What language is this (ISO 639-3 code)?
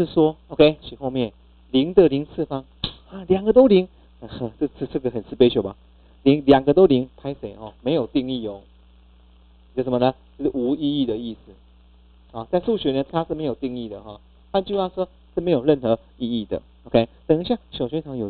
zho